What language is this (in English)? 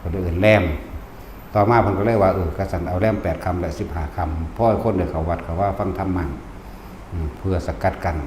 Northeastern Thai